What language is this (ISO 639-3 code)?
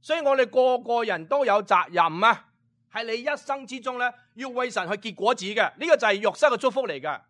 yue